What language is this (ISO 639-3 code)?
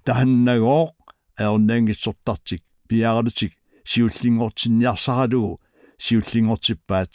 kal